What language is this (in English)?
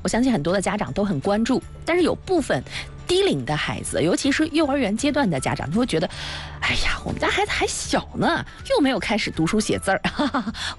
Chinese